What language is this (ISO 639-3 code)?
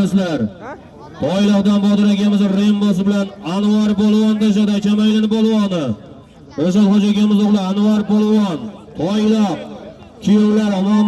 uzb